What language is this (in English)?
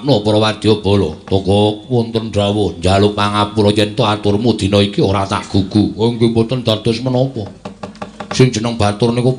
Javanese